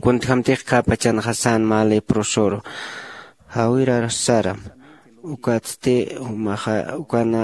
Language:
Aymara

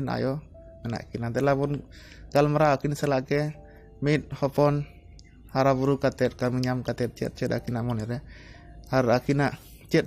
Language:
Santali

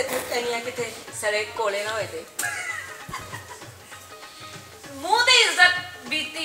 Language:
Punjabi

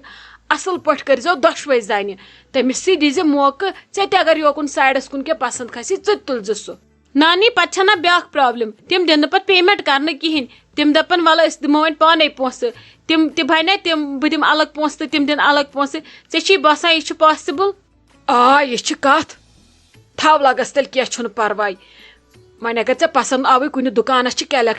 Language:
Kashmiri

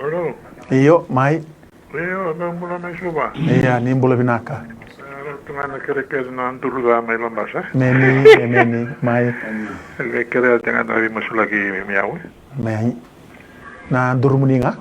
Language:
Fijian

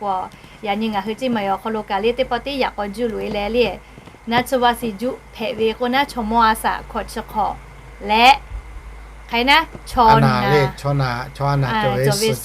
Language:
Lahu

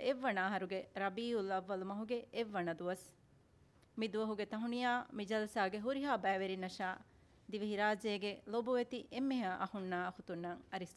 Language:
Divehi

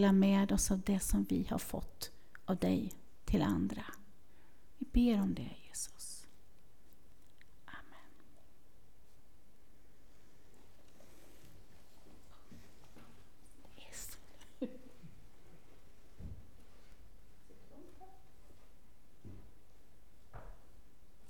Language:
Swedish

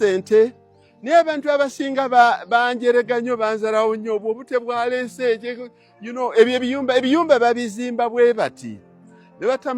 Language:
Ganda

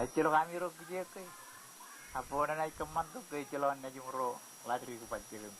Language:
Marshallese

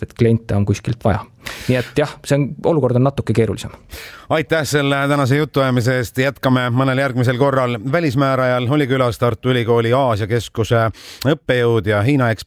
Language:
Estonian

